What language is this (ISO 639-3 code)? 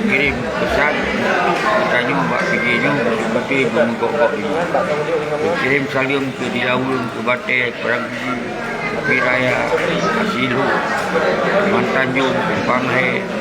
ace